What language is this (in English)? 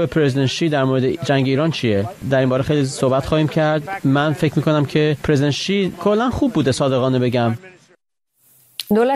Persian